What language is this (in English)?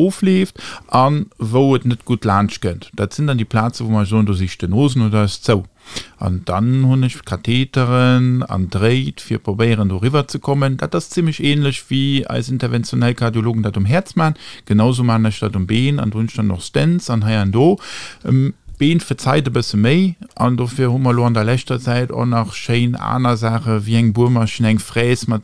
Luxembourgish